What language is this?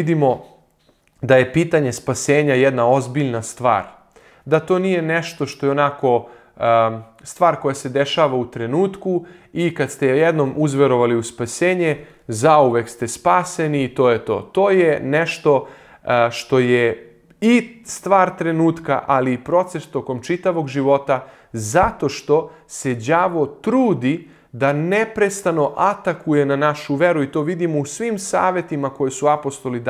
Serbian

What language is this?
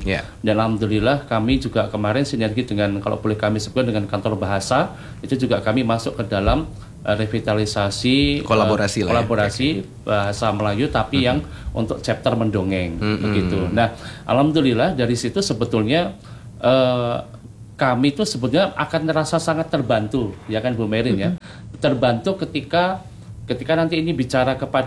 Indonesian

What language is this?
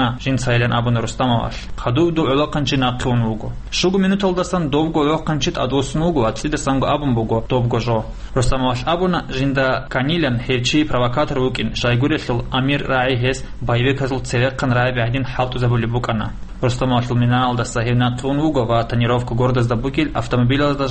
Avaric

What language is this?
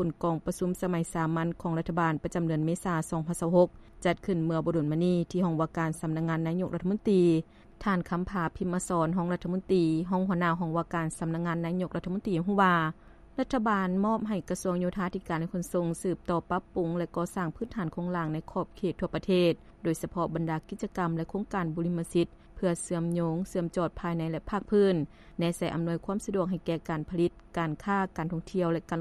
Lao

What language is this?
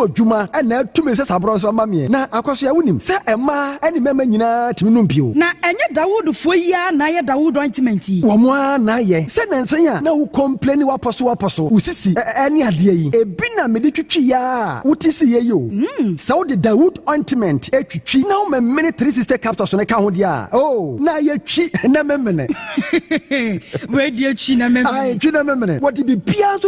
Akan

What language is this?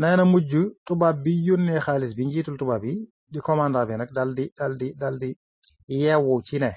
Wolof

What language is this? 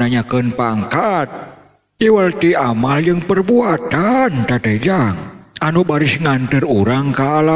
Sundanese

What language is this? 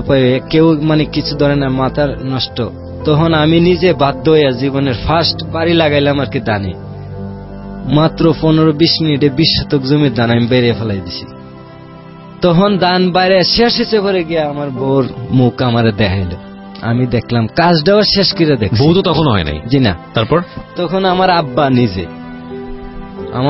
Bangla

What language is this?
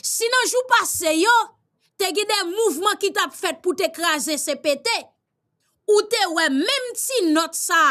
Haitian Creole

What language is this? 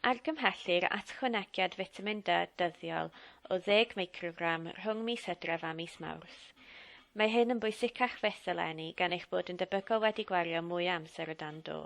Welsh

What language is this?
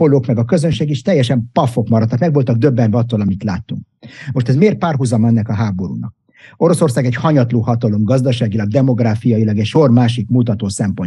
Hungarian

